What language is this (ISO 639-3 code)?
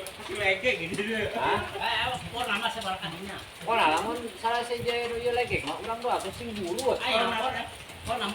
sun